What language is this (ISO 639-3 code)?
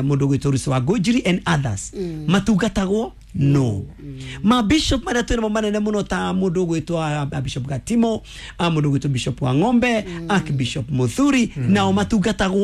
kik